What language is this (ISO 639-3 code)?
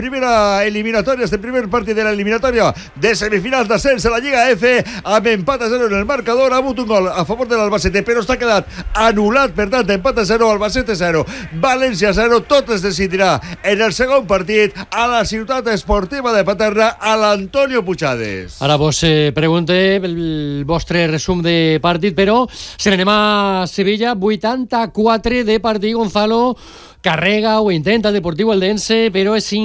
cat